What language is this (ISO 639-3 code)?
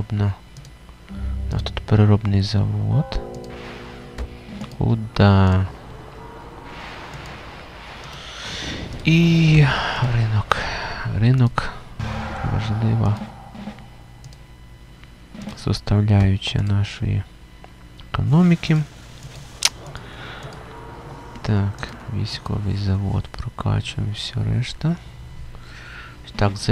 ukr